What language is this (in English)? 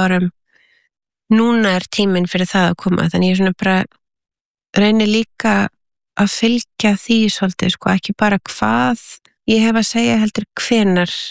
Icelandic